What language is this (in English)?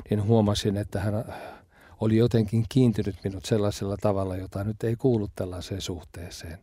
Finnish